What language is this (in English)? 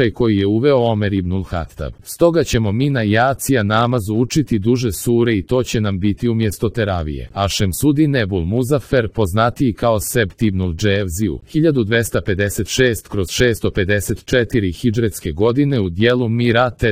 Serbian